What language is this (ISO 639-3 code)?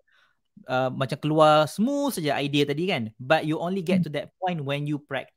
msa